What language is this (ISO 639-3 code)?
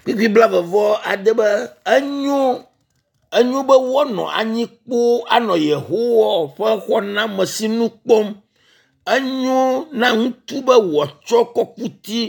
ewe